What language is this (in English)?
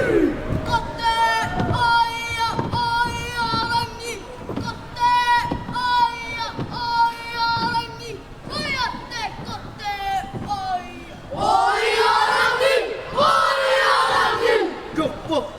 Māori